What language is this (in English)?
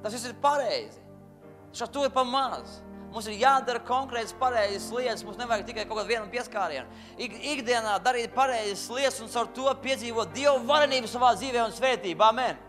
Latvian